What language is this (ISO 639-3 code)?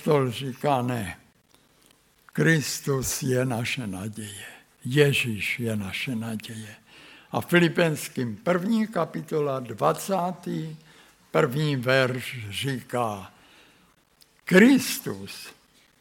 ces